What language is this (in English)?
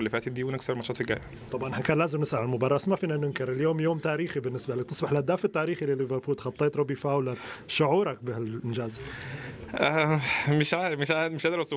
Egyptian Arabic